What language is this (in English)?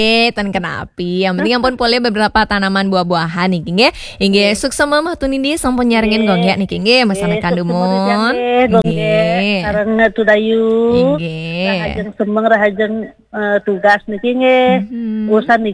Balinese